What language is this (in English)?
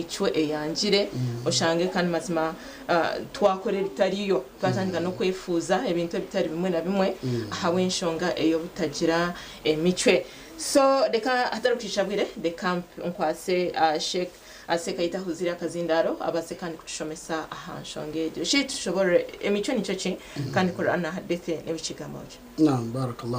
Nyankole